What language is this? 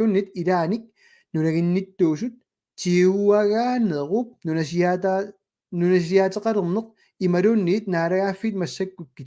Kalaallisut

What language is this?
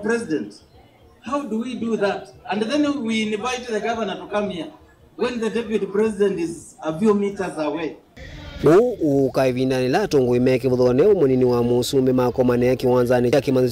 Kamba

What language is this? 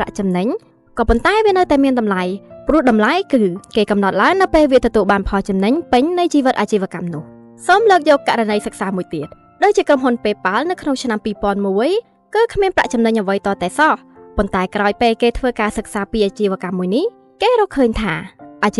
Khmer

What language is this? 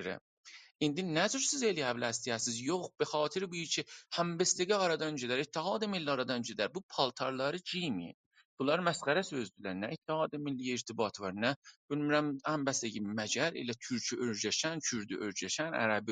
South Azerbaijani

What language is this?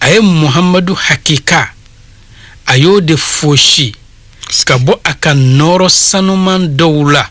Bambara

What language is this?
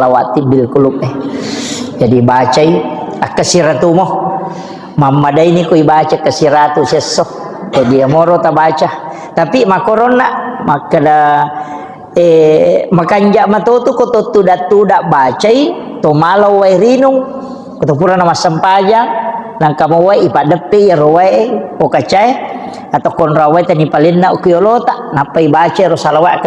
Buginese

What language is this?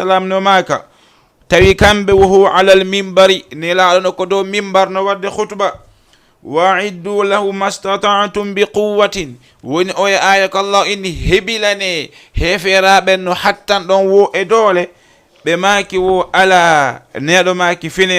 Fula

